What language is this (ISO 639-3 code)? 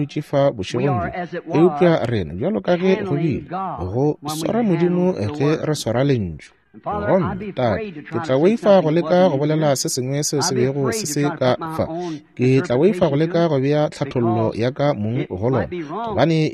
nso